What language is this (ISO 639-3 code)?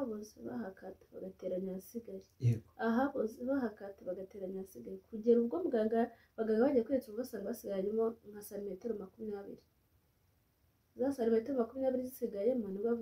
kin